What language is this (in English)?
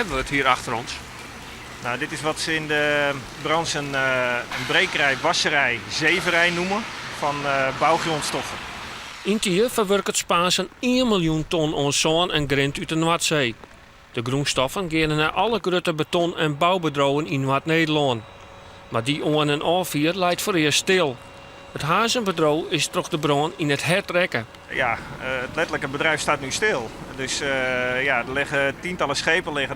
Western Frisian